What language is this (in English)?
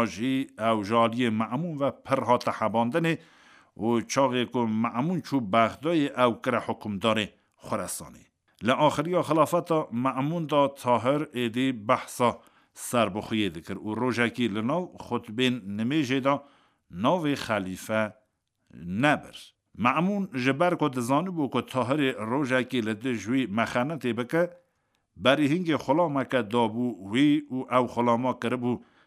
Kurdish